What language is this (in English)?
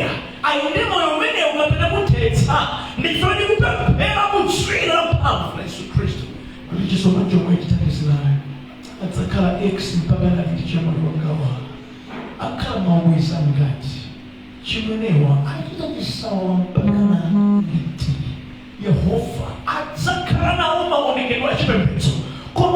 Nyanja